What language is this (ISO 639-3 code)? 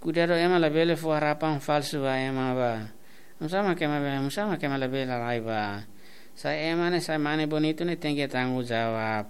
tet